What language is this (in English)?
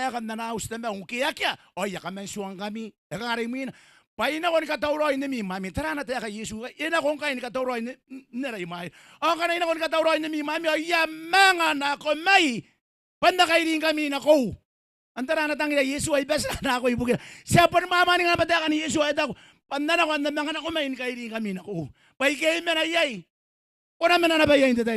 Gilbertese